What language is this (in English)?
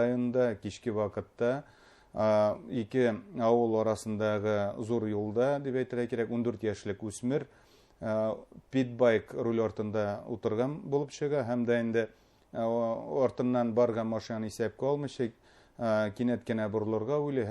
Bashkir